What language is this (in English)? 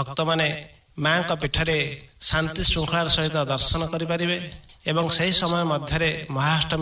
Odia